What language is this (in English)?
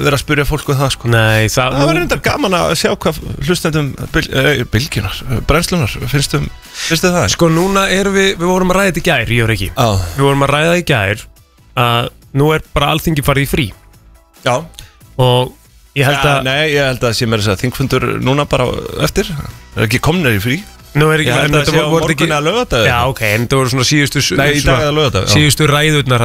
Icelandic